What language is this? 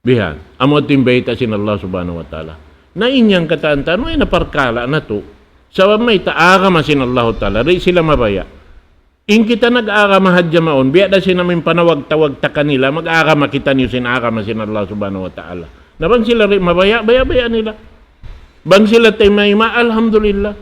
Tausug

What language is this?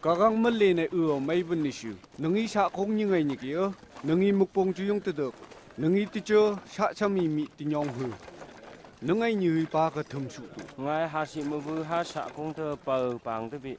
Phom Naga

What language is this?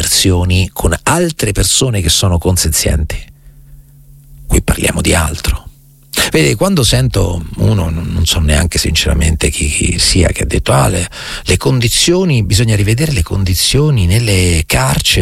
Italian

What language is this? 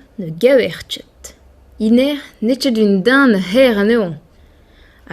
Breton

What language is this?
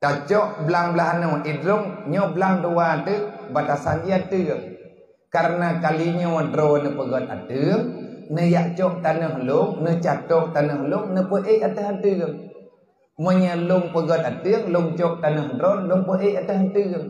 Achinese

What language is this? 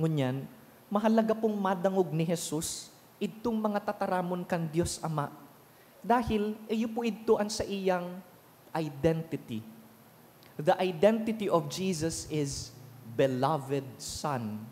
Bikol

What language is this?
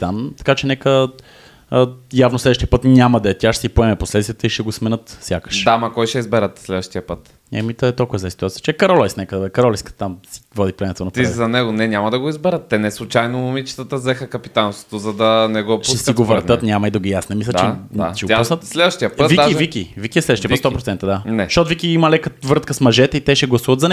Bulgarian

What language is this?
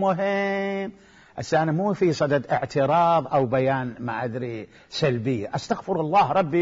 Mesopotamian Arabic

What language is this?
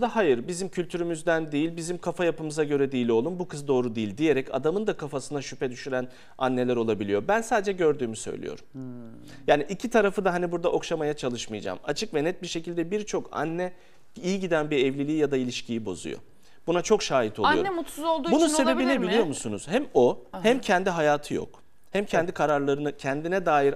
Turkish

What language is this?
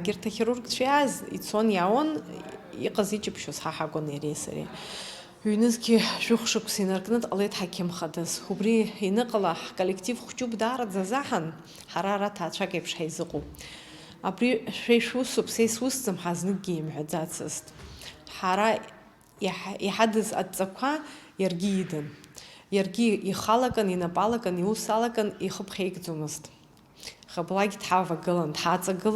Abkhazian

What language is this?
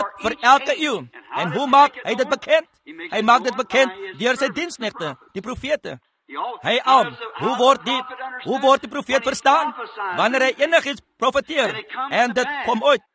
Afrikaans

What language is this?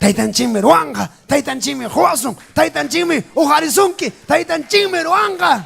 Ayacucho Quechua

